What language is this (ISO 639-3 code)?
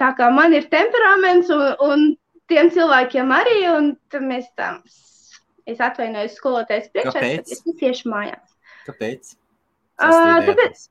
lav